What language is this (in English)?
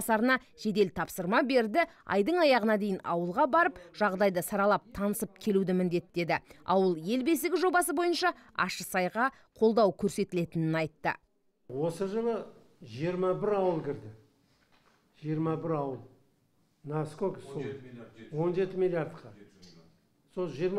Kazakh